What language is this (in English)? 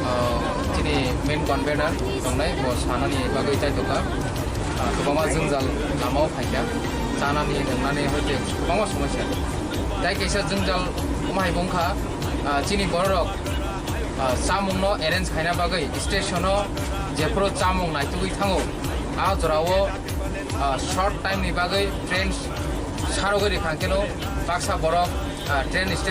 Kok Borok